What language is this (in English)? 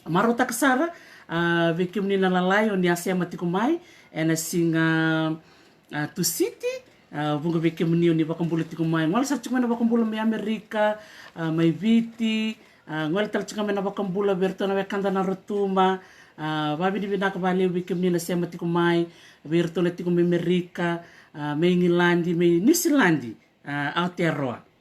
Fijian